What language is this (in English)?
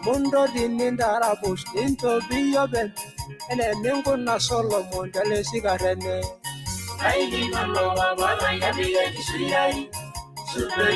Masai